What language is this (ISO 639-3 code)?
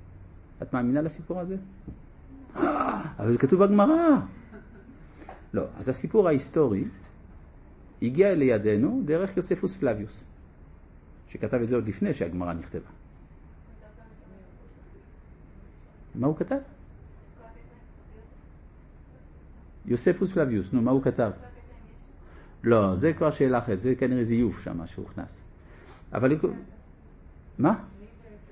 heb